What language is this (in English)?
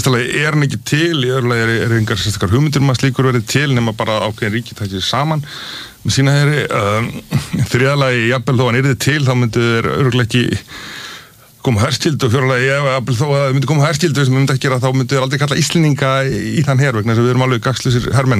Icelandic